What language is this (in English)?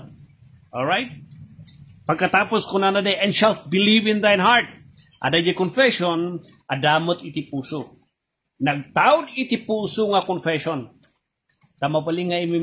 Iloko